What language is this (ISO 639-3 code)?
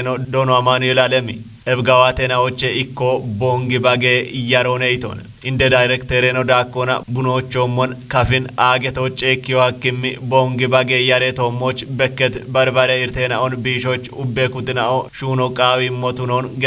kbr